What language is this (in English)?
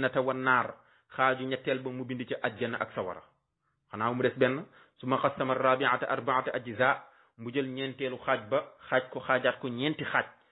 Wolof